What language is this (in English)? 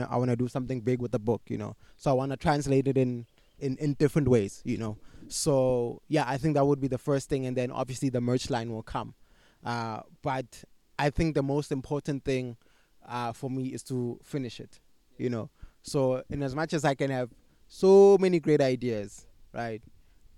English